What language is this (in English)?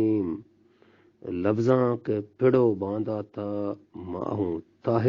Eastern Balochi